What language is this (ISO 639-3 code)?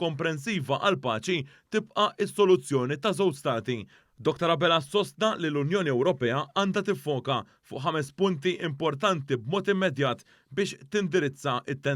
mlt